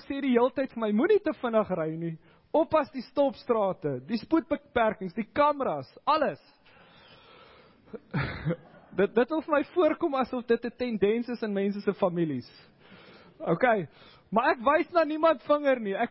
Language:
Afrikaans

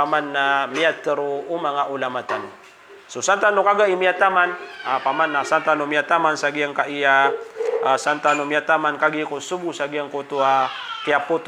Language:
Maranao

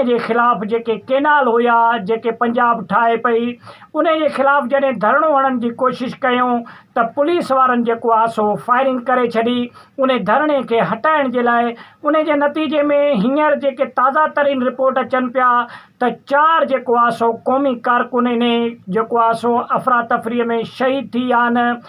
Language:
Sindhi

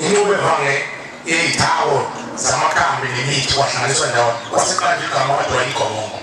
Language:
Zulu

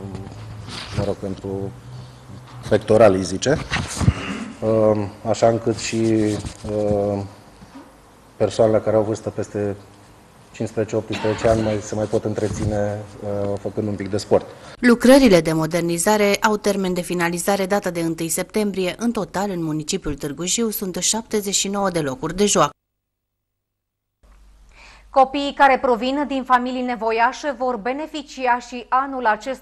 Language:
Romanian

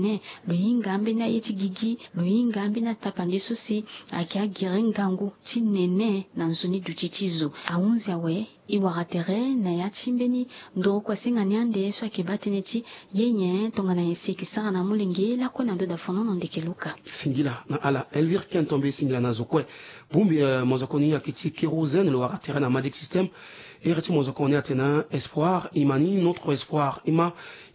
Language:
Sango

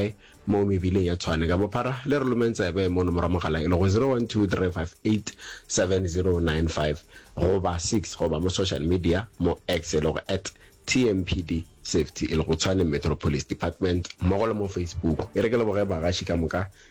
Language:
Northern Sotho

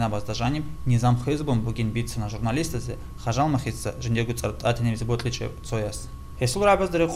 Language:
Avaric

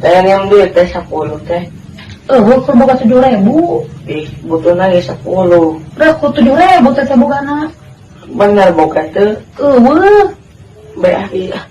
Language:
Sundanese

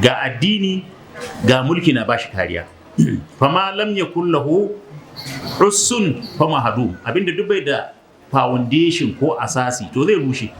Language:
Hausa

